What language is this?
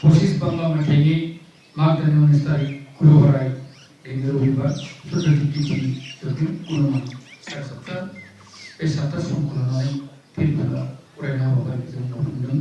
Bodo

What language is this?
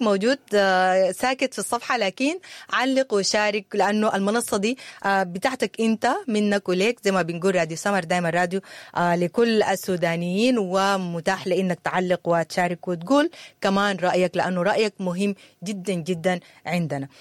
Sudanese Arabic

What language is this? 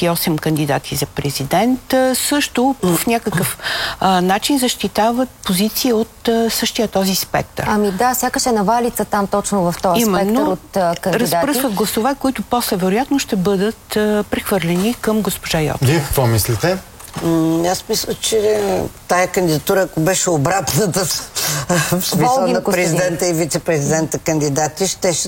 Bulgarian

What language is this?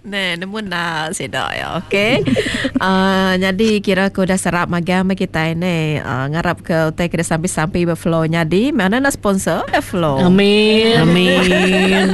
Iban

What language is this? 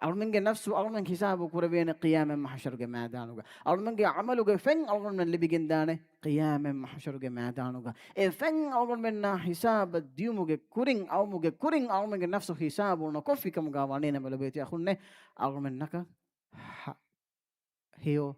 Divehi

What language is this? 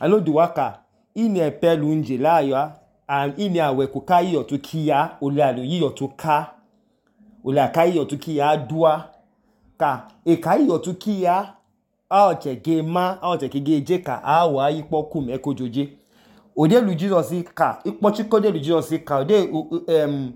Idoma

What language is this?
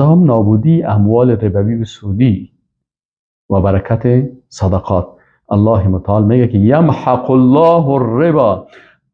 Persian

